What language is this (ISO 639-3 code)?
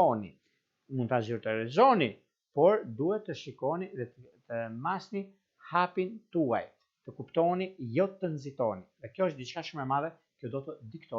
sqi